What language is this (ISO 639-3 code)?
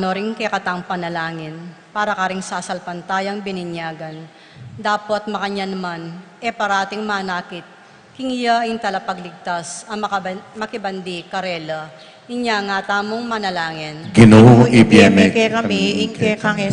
pam